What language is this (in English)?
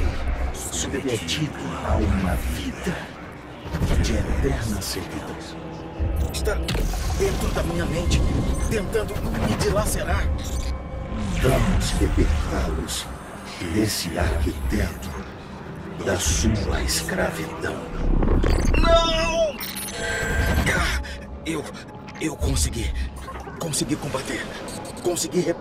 Portuguese